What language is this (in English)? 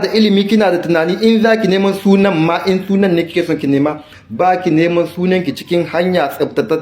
Hausa